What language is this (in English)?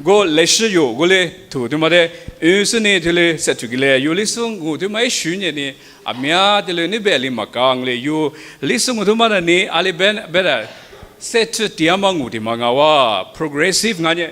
Lisu